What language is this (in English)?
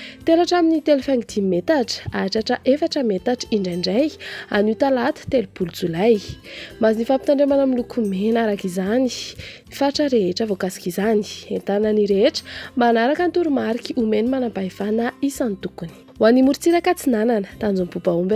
Malagasy